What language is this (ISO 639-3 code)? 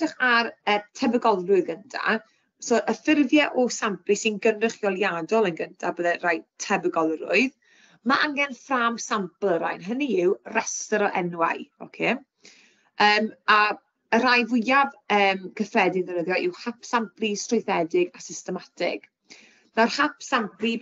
cym